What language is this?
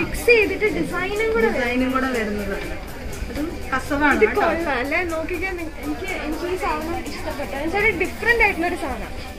Malayalam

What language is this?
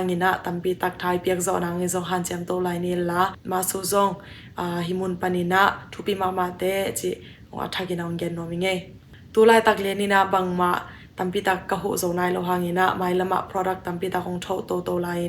Tedim Chin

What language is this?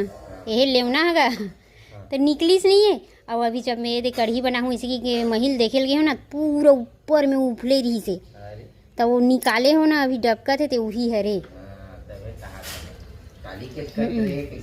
Chhattisgarhi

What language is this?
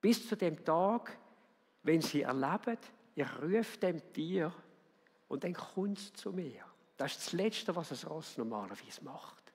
Swiss German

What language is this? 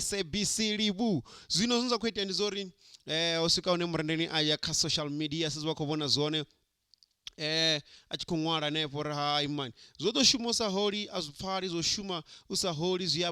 Venda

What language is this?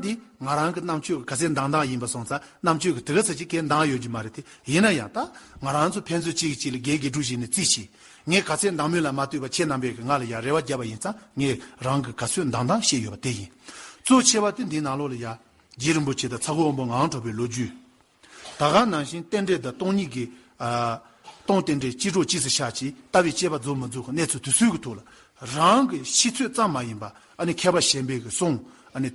Tibetan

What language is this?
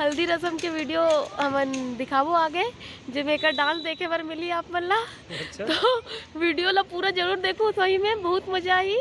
Chhattisgarhi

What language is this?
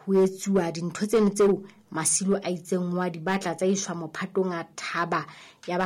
Southern Sotho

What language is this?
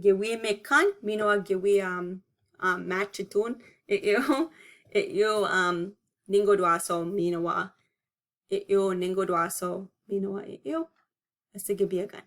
Chippewa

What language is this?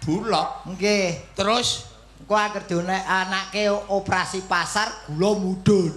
Javanese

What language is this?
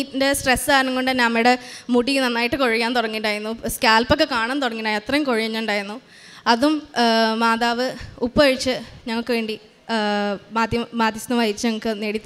Malayalam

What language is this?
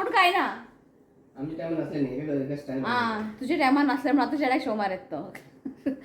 Konkani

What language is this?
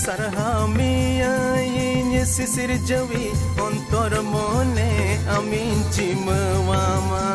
Santali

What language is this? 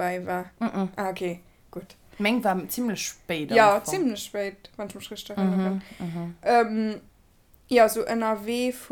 Luxembourgish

